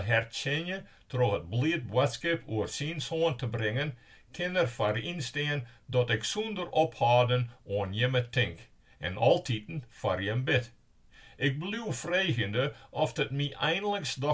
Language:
Western Frisian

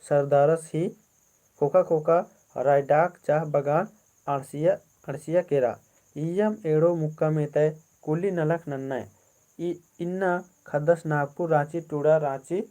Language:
Kurukh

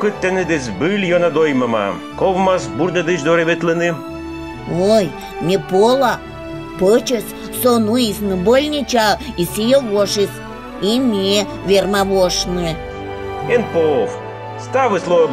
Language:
Komi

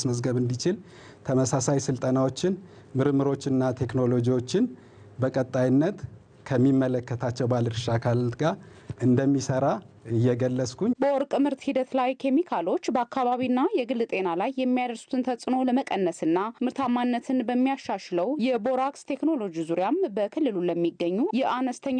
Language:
Amharic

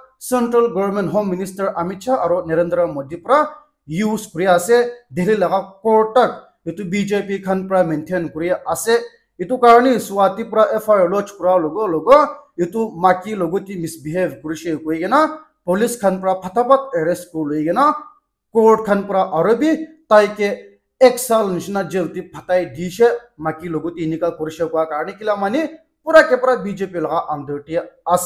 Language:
Naga Pidgin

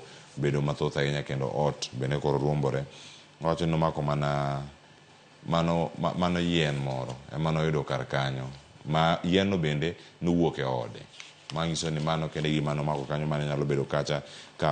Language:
Luo (Kenya and Tanzania)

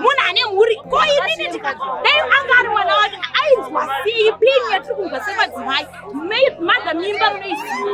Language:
Shona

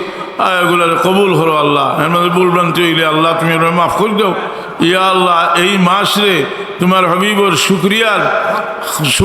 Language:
Sylheti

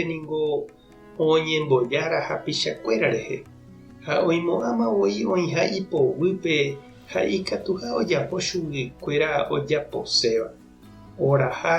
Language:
Guarani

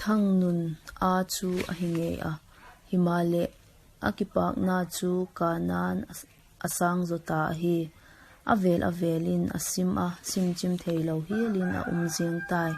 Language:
Vaiphei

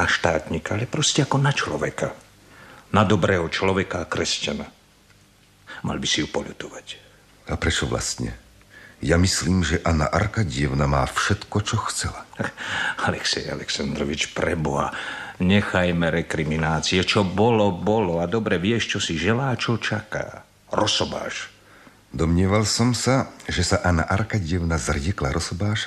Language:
Slovak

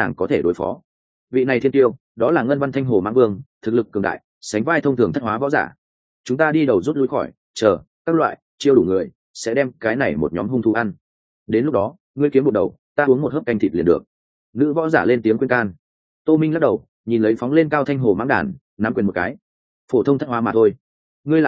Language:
Vietnamese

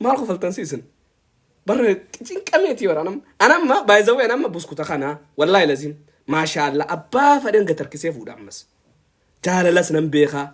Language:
Oromo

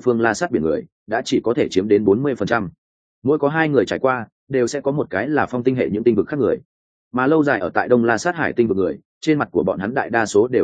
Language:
Vietnamese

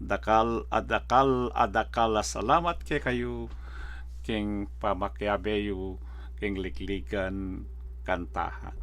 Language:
Pampanga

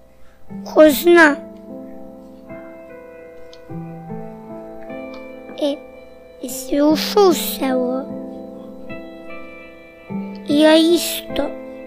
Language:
Serbian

